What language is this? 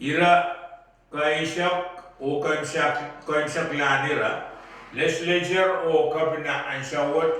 Pohnpeian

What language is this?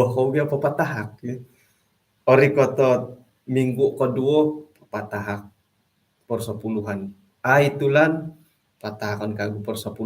Central Dusun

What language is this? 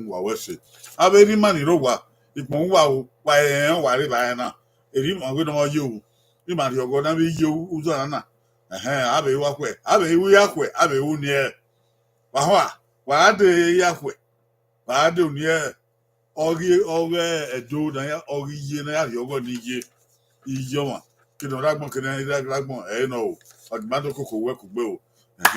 Bini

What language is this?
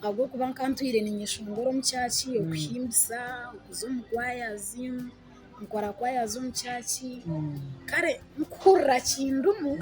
Nyankole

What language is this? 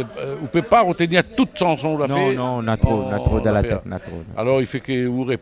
Réunion Creole French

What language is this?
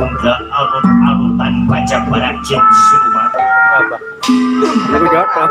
Betawi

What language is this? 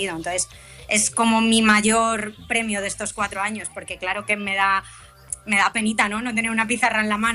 Spanish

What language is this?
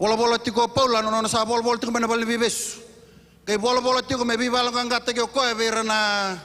Fijian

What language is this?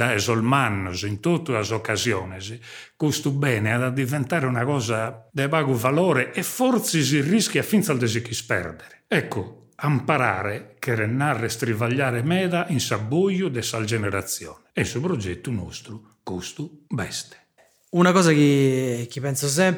Sardinian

